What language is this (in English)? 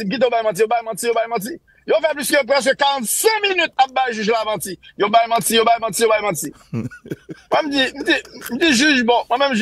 Haitian Creole